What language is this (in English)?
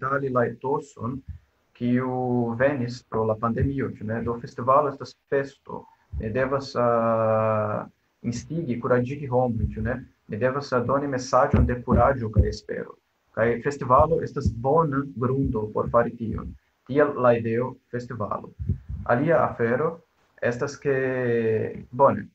Esperanto